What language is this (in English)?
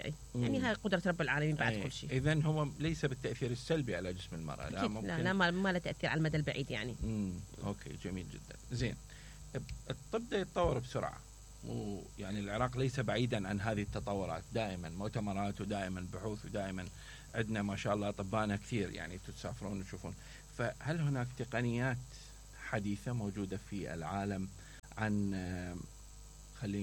Mesopotamian Arabic